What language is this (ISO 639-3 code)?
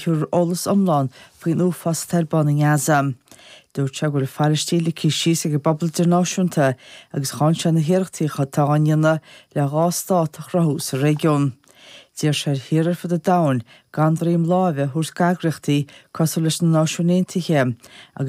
gle